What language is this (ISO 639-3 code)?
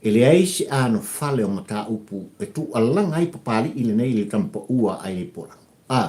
smo